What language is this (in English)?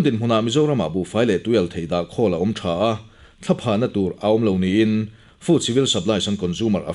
Mizo